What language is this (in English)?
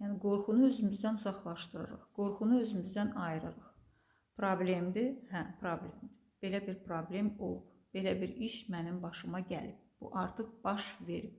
Azerbaijani